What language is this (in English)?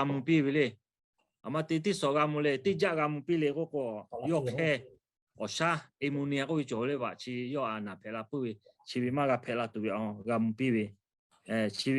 Lahu